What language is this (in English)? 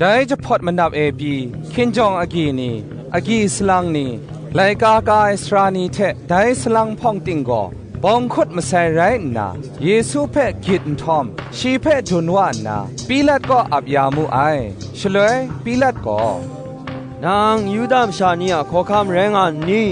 Kachin